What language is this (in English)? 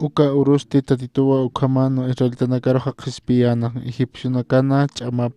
Aymara